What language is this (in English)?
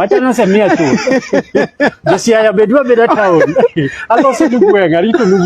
Luo (Kenya and Tanzania)